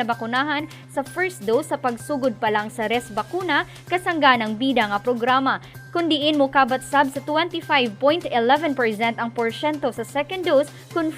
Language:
Cebuano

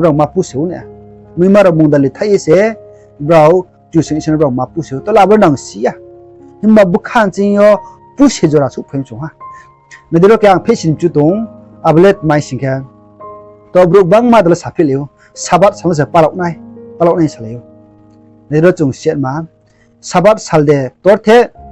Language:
Riang (India)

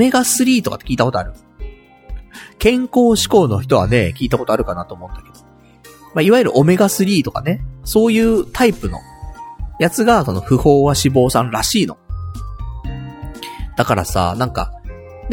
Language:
Japanese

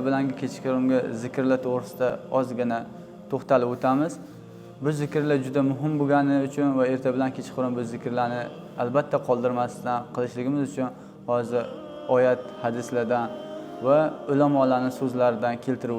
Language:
Uzbek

